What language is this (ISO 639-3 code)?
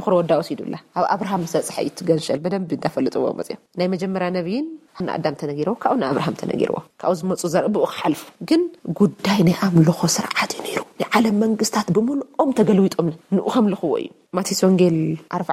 tir